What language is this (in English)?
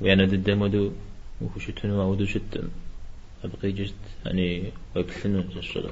Kabardian